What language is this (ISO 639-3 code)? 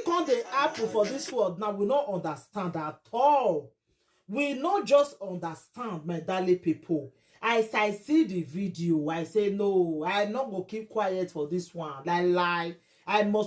pcm